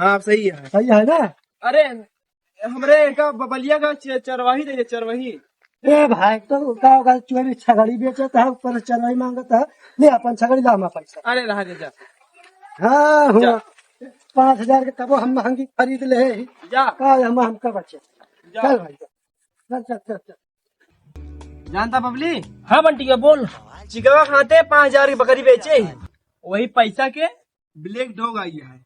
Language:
Awadhi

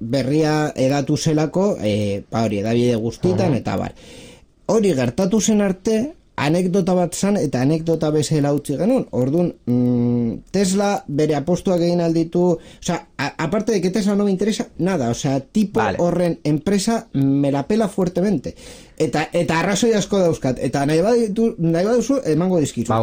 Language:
Basque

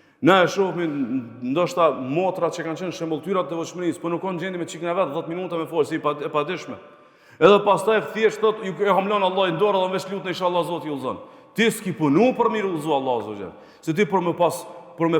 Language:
Albanian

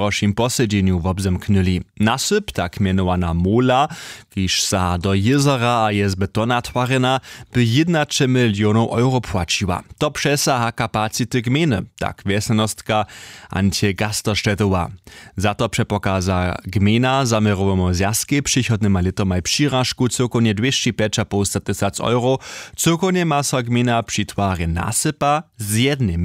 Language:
Upper Sorbian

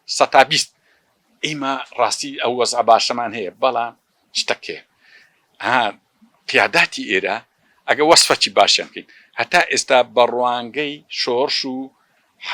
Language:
Central Kurdish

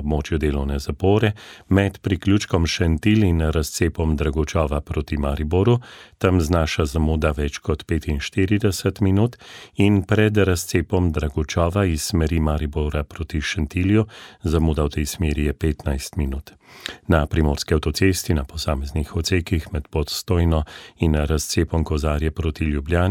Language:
Slovenian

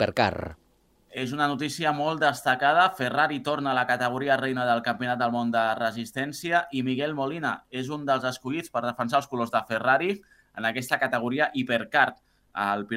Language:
Catalan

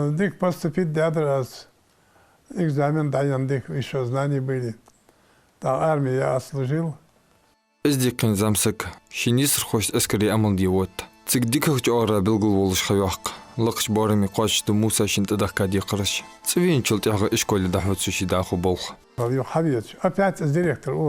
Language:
Ingush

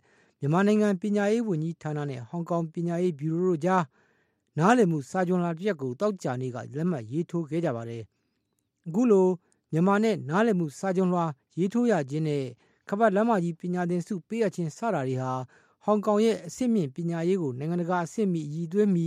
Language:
Burmese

